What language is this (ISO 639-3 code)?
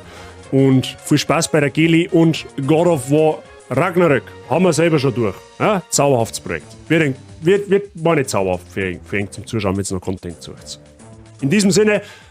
bar